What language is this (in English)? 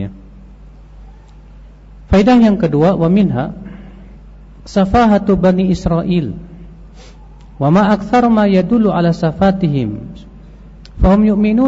Indonesian